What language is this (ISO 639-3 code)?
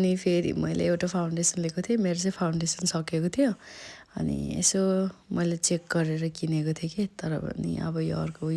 nep